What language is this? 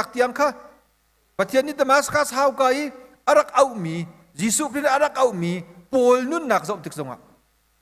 Hakha Chin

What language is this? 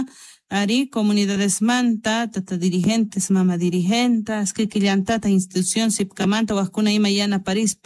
Quechua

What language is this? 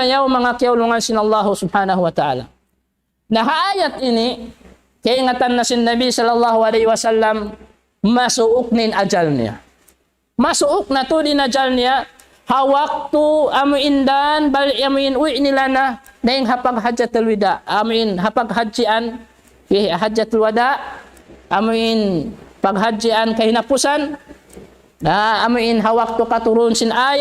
Tausug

